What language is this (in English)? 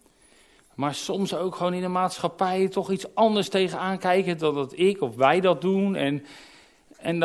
Dutch